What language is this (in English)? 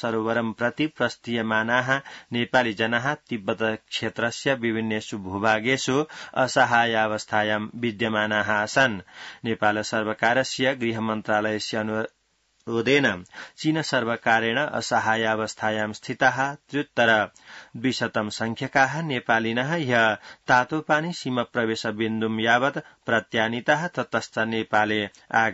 Sanskrit